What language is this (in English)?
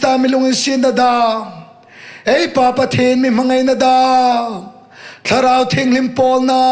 Hmar